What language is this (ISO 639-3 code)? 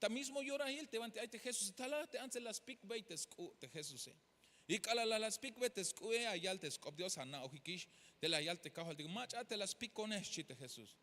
tzh